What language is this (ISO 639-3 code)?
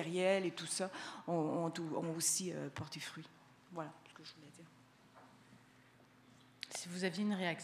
fra